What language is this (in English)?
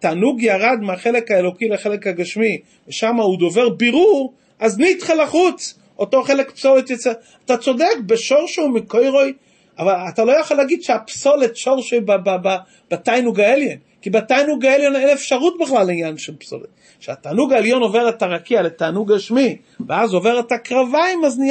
Hebrew